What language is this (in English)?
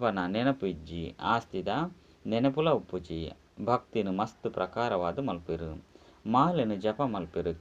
Tulu